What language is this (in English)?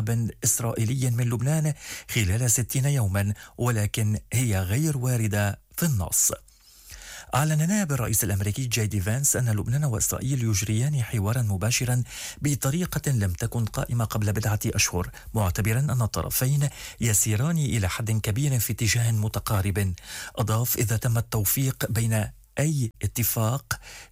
Arabic